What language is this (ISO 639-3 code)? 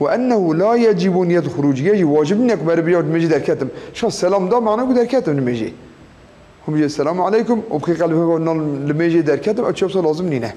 kur